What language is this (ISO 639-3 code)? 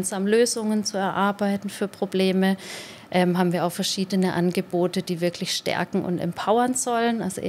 gsw